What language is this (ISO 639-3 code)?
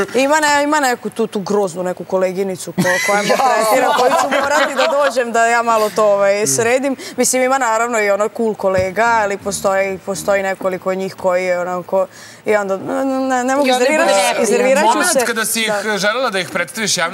srp